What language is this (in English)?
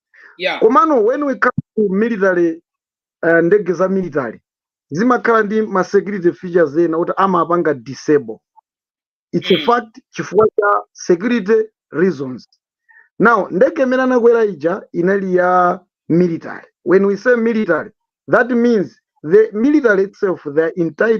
Nyanja